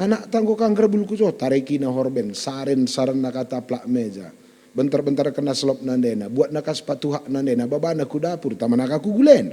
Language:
Batak Karo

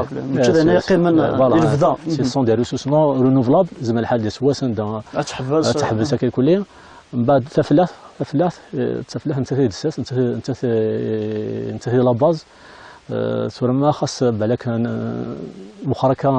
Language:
Kabyle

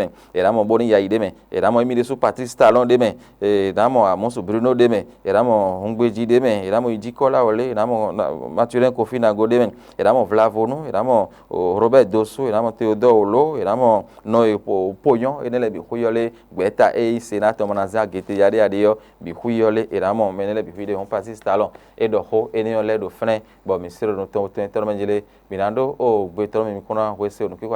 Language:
Fon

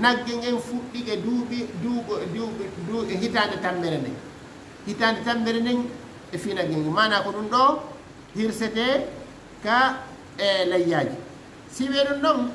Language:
Fula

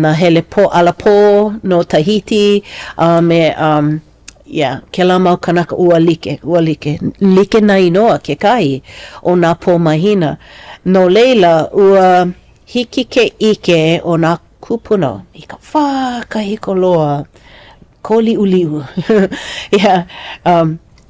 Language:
Hawaiian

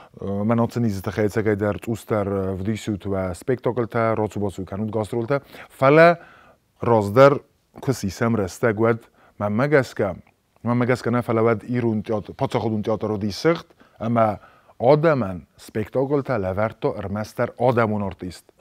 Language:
Ossetic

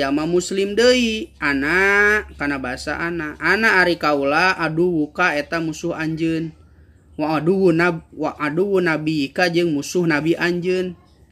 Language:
Sundanese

